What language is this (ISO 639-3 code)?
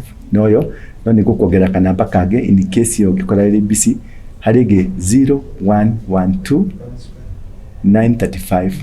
kik